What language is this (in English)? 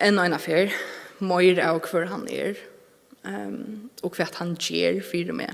Faroese